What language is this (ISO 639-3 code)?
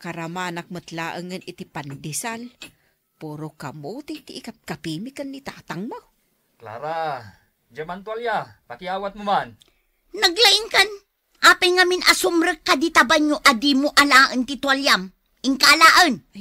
ilo